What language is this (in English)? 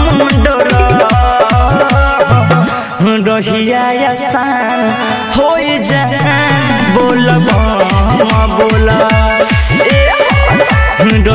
Bhojpuri